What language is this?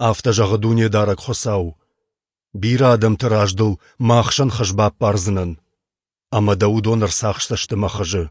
Ossetic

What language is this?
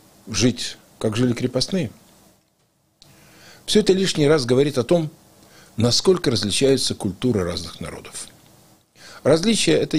Russian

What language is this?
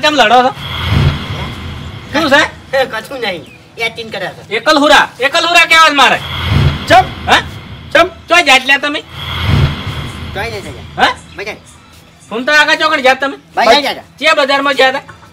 Gujarati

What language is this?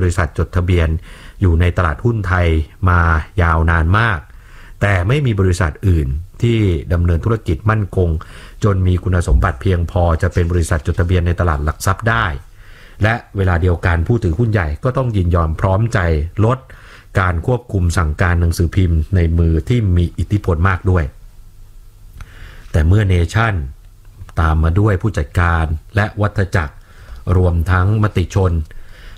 Thai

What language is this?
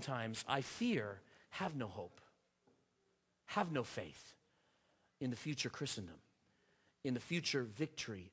English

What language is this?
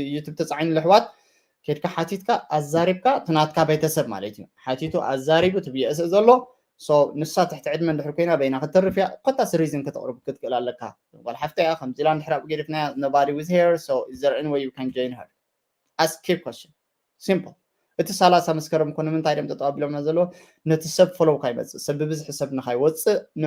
Tigrinya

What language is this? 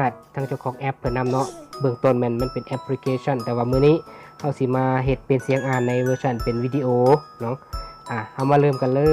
Lao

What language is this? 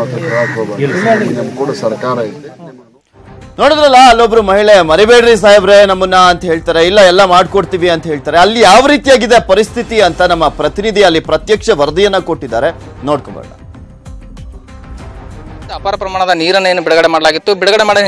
Kannada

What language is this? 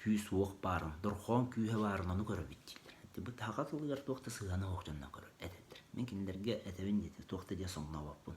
Yakut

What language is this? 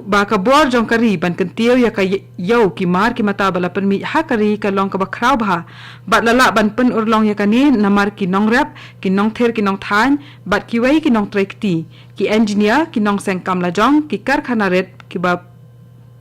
Khasi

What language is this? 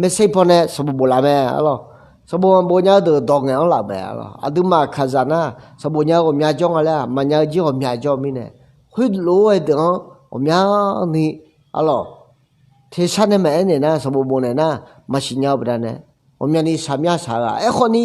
Akha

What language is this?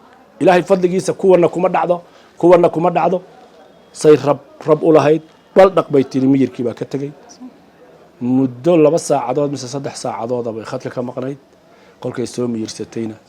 Somali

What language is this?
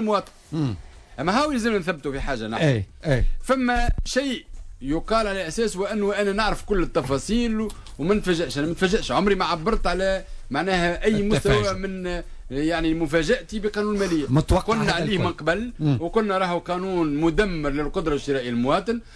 Tunisian Arabic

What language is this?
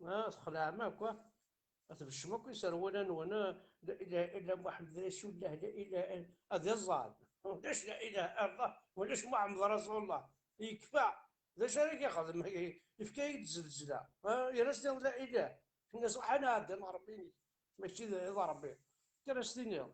Kabyle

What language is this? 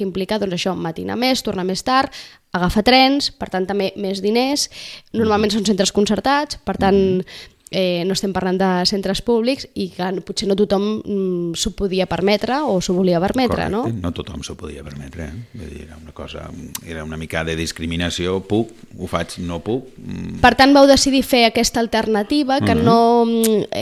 Catalan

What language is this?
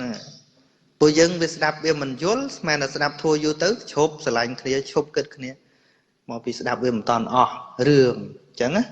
Khmer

